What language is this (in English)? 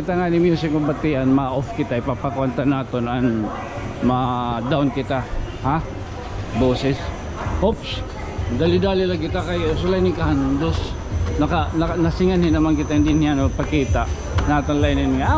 Waray